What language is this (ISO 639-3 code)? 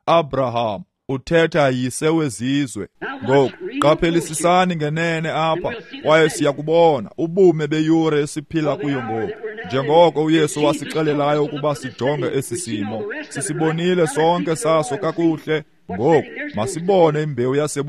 xho